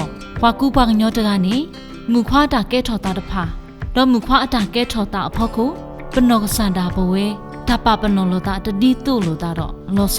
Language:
S'gaw Karen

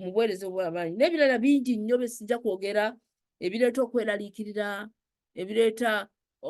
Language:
Ganda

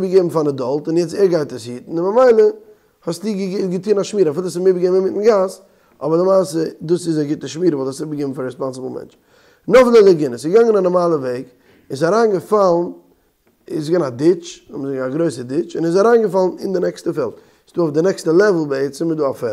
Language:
Yiddish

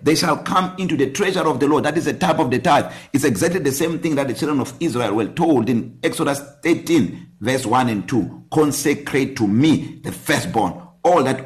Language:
English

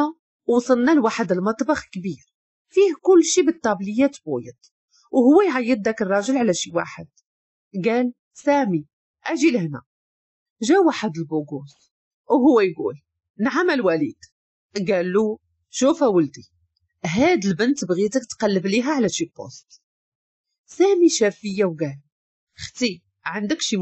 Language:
Moroccan Arabic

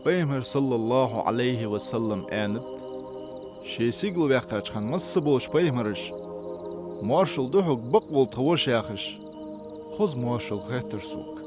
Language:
Ingush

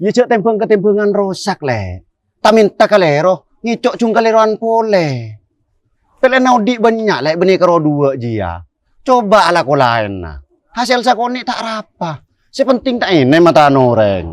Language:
Madurese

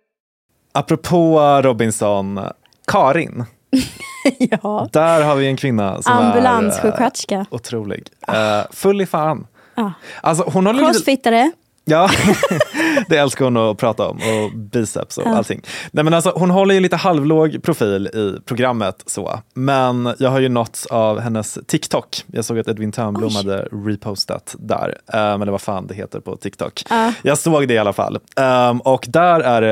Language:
Swedish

